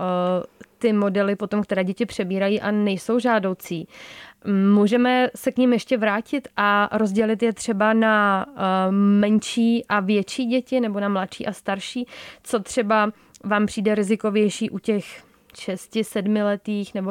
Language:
Czech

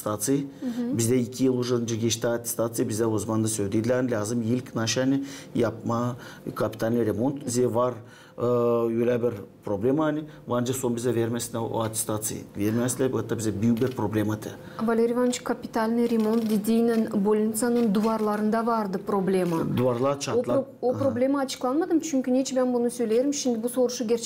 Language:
Gagauz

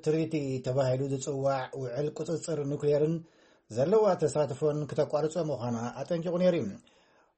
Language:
Tigrinya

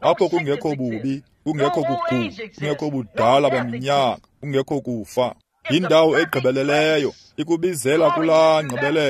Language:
Xhosa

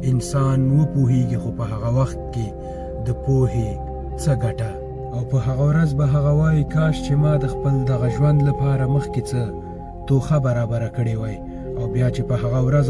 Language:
Pashto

